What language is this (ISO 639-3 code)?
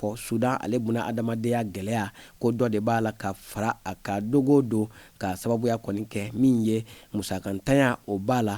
bam